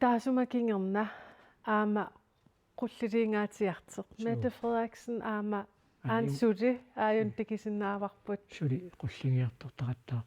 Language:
Kalaallisut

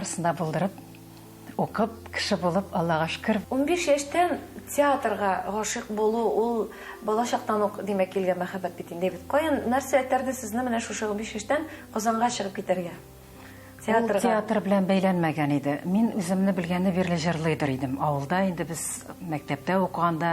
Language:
Tatar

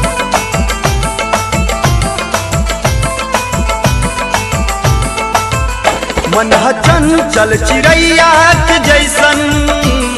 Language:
Bhojpuri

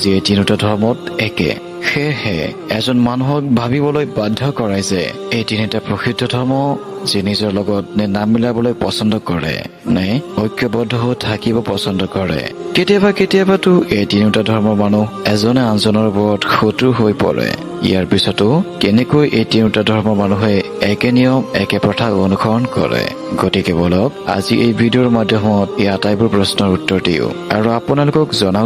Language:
Assamese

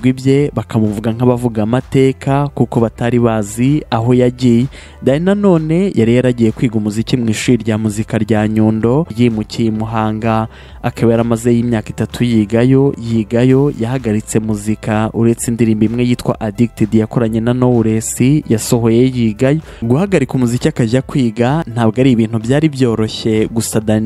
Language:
Kinyarwanda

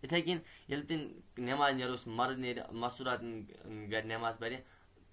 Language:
Kashmiri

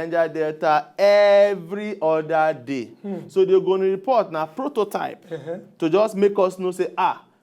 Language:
Nigerian Pidgin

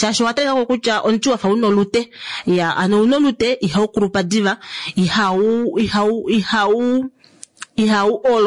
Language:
Kuanyama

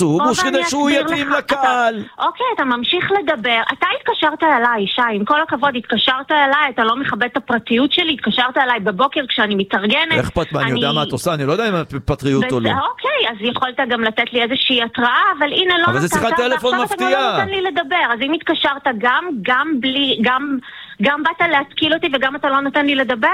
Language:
Hebrew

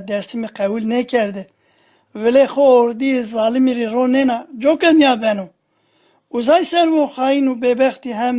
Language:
Zaza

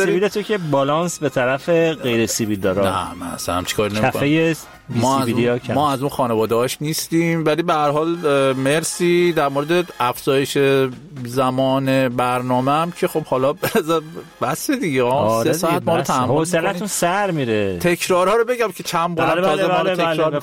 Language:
Persian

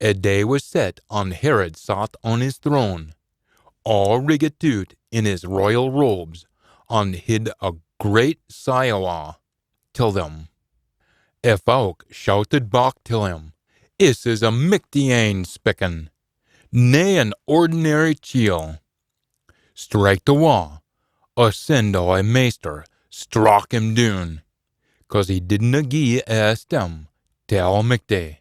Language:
Scots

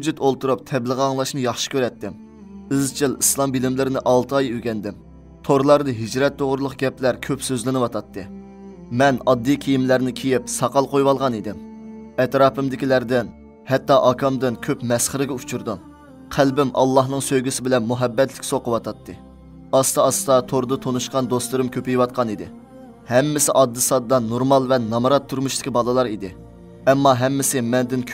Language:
Uyghur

